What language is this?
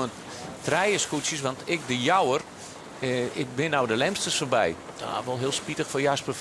Western Frisian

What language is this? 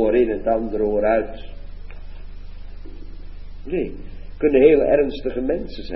Dutch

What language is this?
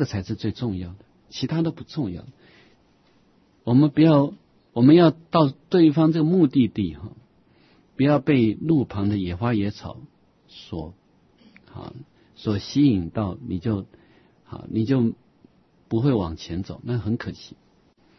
Chinese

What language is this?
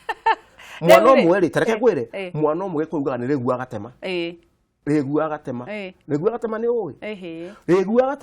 Kikuyu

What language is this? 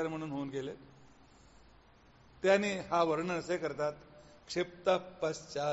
Marathi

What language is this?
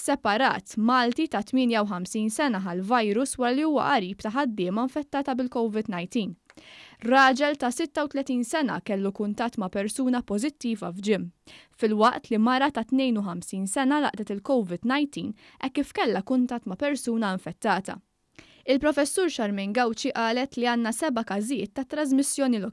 Maltese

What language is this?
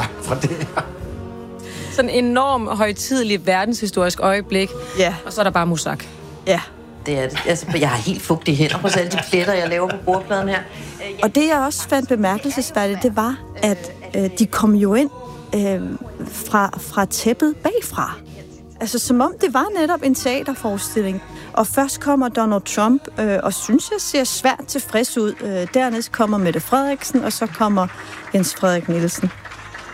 Danish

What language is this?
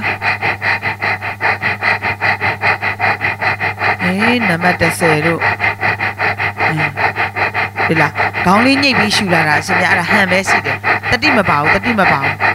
Burmese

